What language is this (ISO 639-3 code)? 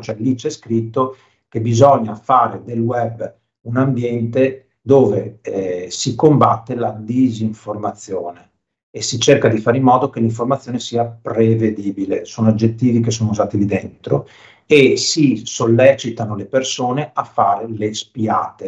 ita